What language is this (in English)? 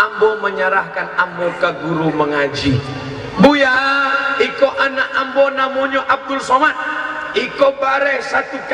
Minangkabau